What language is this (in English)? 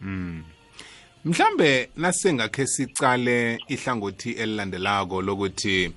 South Ndebele